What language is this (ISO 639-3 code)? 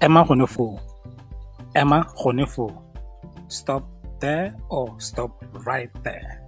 tsn